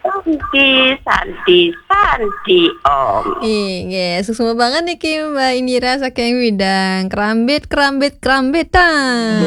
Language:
Balinese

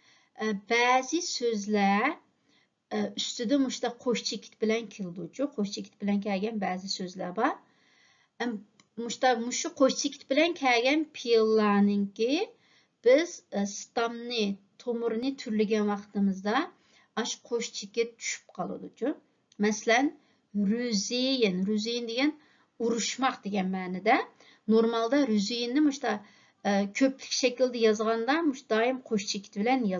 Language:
Uyghur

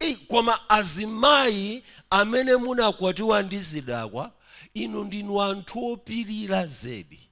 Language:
Nyanja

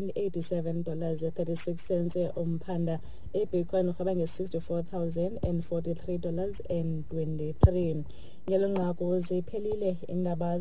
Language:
Xhosa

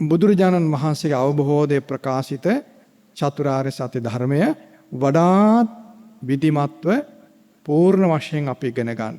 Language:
Sinhala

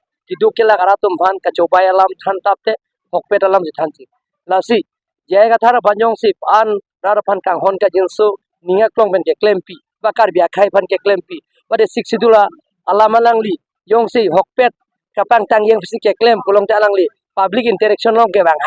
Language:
Karbi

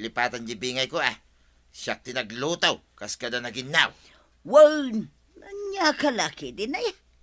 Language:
Iloko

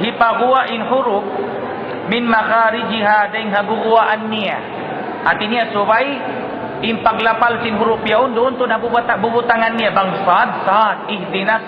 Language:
Tausug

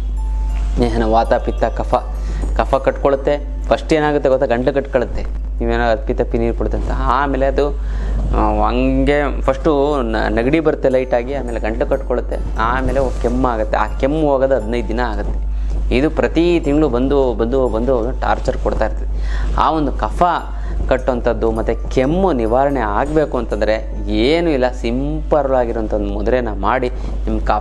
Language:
Kannada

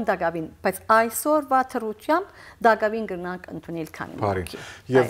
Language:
Western Armenian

